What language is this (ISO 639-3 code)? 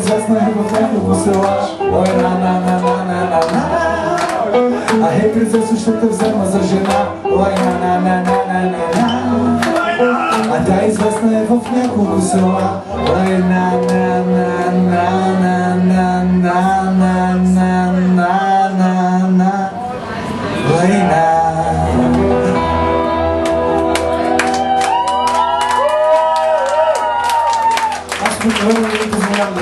bul